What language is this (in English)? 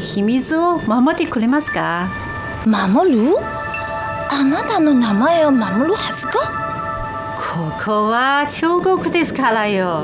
Japanese